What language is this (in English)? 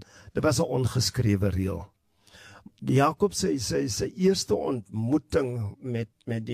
Afrikaans